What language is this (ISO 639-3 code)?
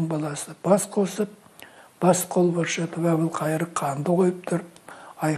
kaz